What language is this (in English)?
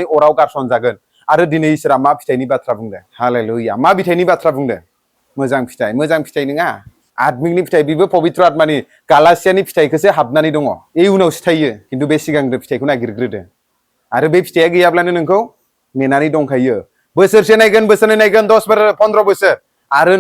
Bodo